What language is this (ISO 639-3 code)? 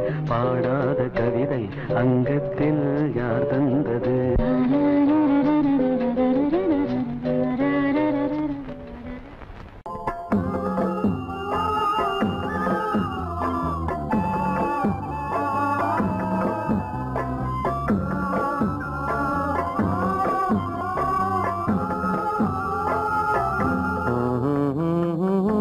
tam